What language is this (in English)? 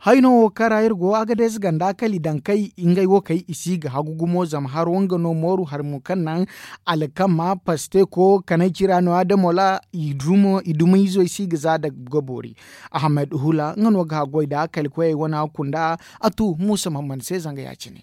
Zarma